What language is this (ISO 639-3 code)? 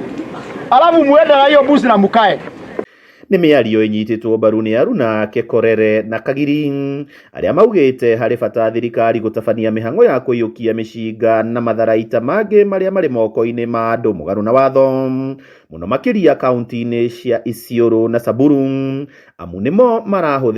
kik